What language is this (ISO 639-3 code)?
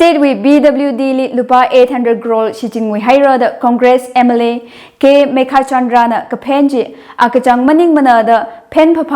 nmf